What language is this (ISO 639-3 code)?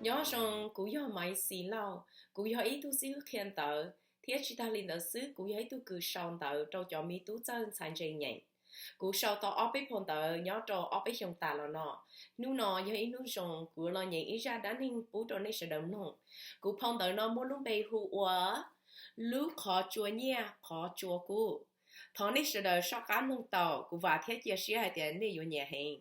hmn